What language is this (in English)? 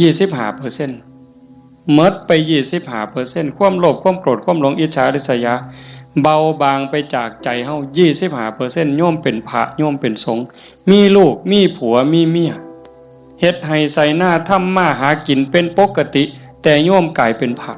Northeastern Thai